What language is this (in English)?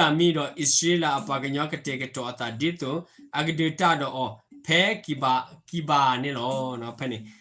S'gaw Karen